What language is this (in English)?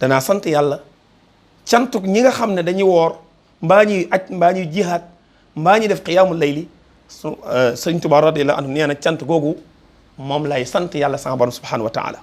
Wolof